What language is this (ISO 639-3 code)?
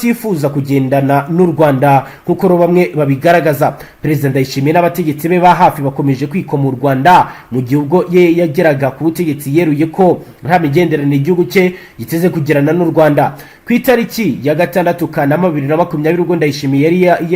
kin